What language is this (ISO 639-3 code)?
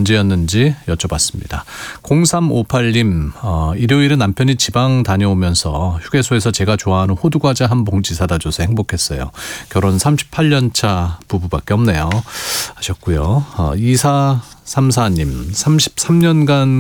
kor